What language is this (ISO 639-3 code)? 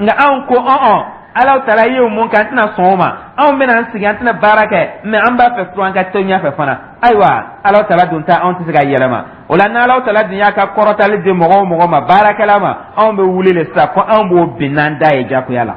dyu